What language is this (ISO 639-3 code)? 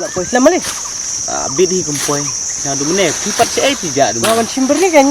kha